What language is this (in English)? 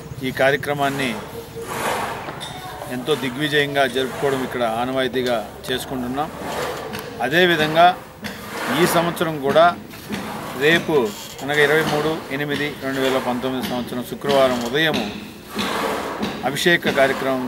Telugu